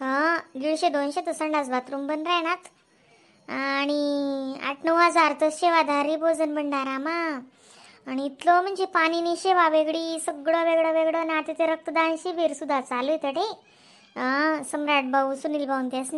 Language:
Khandesi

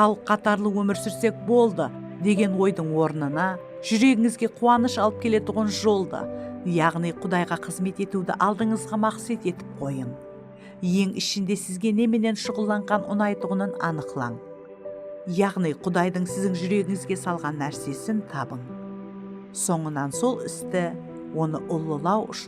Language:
Kara-Kalpak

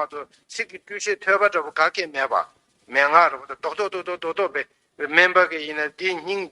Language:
Tibetan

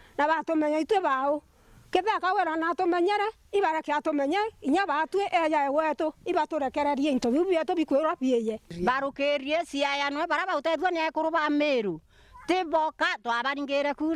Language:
Meru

